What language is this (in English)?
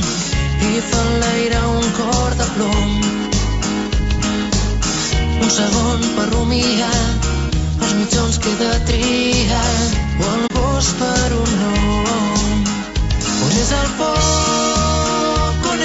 Catalan